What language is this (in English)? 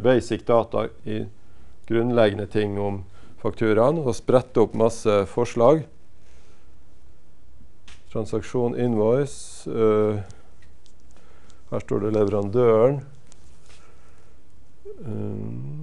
Norwegian